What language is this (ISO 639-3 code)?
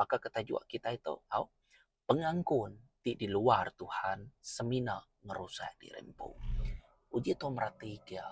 iba